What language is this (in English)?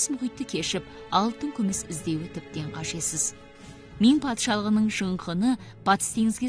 Kazakh